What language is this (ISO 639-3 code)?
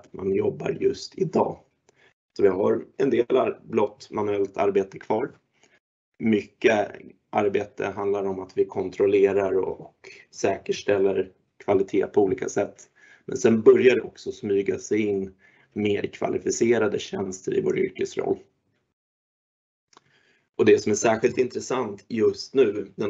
swe